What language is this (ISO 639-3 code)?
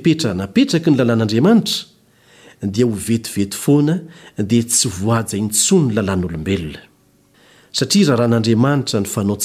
mlg